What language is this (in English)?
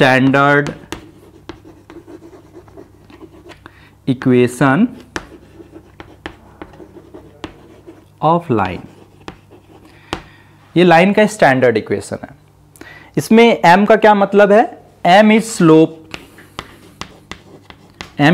Hindi